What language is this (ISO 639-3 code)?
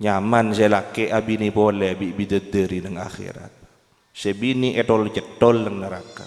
mad